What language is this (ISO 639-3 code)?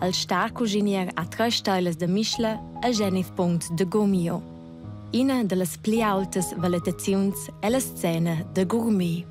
roh